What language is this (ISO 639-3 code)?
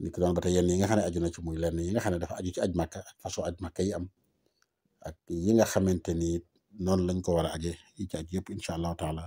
wol